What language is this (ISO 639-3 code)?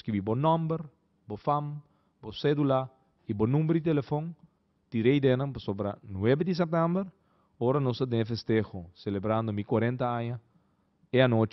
pap